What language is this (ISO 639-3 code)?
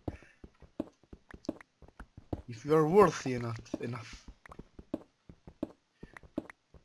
heb